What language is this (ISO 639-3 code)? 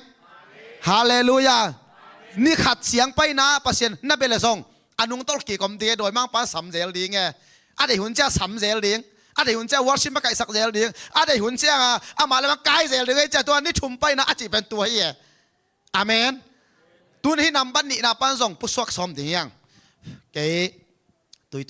ctd